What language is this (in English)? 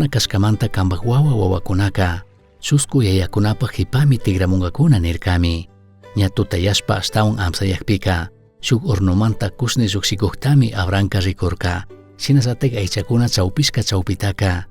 Chimborazo Highland Quichua